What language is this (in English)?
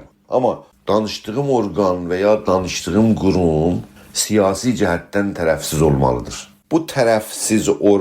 South Azerbaijani